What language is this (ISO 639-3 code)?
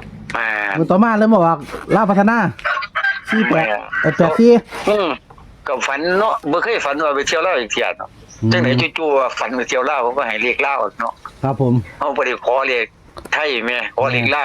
tts